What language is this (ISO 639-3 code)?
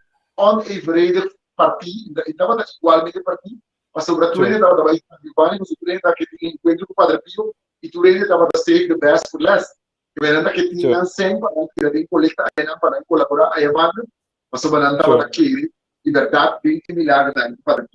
pap